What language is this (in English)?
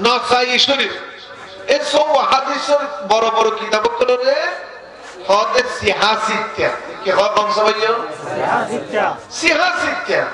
Rohingya